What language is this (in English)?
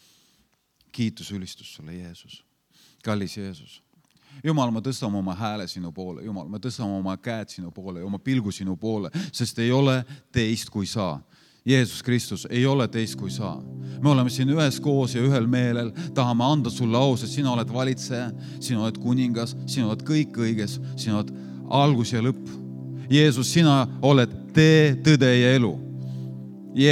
Estonian